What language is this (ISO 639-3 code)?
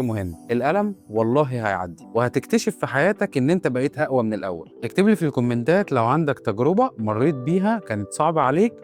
arz